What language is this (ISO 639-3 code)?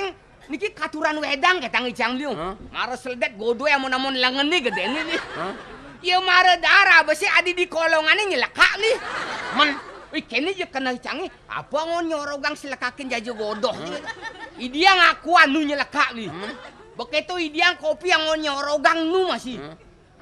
ban